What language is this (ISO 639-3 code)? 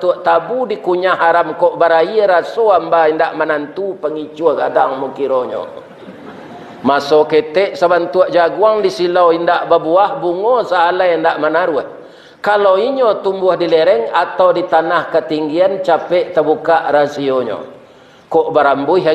min